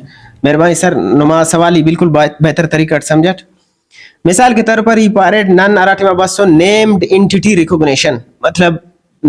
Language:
Brahui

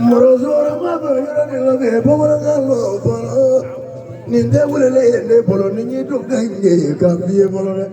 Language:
Bambara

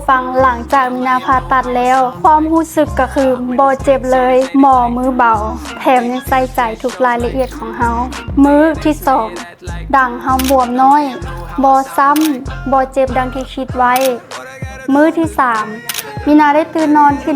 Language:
Lao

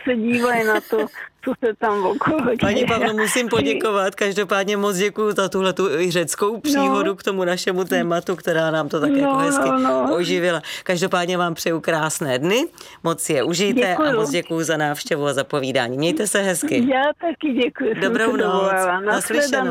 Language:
Czech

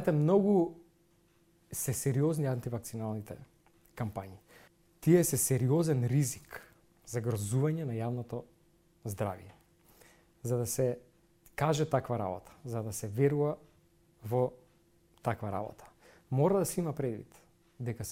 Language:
Macedonian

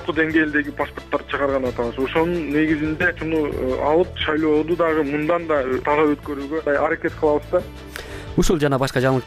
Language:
Kyrgyz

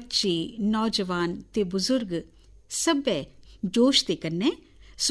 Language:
Dogri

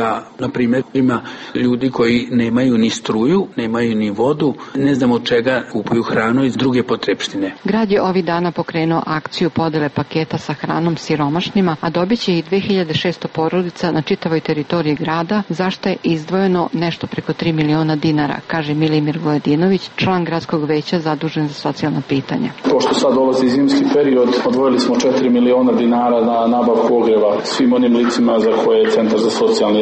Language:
Serbian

